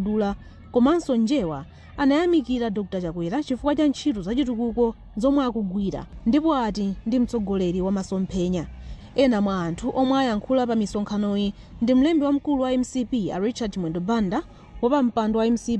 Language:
Nyanja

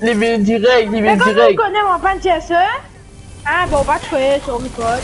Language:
Morisyen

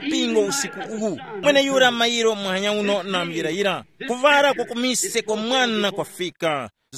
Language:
Tumbuka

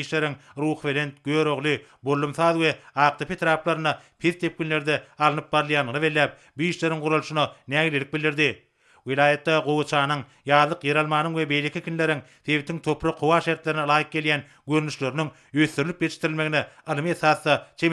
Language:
Turkmen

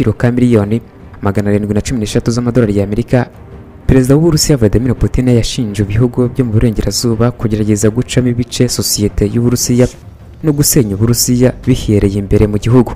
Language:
Kinyarwanda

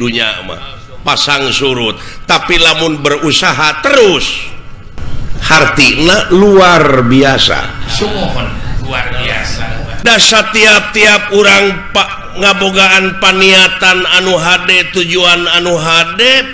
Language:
Sundanese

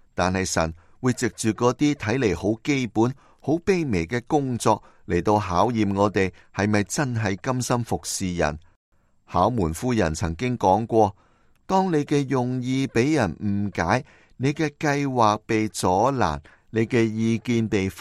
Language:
Cantonese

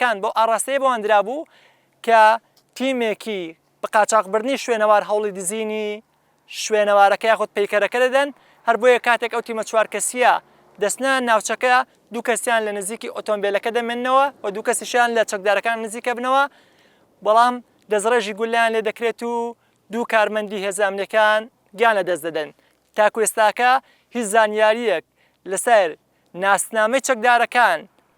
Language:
Central Kurdish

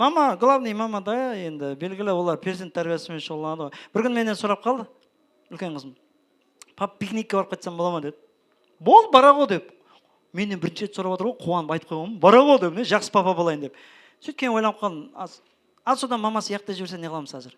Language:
Kara-Kalpak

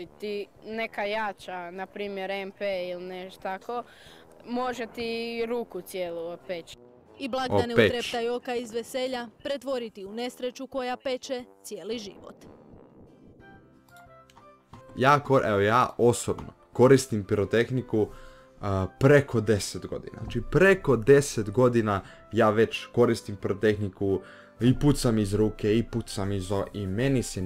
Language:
Croatian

